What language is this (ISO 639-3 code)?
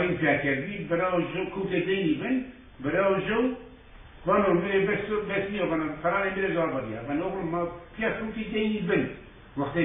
zza